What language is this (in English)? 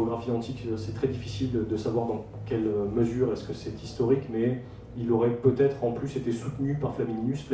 French